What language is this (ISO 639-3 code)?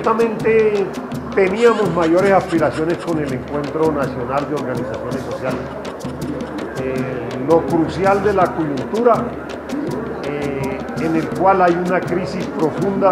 spa